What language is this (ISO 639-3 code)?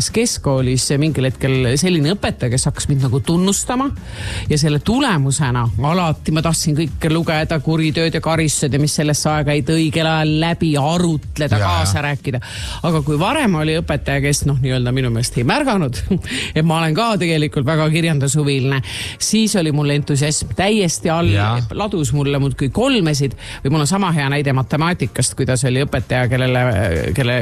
est